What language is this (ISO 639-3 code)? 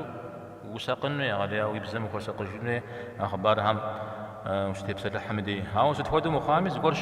kbd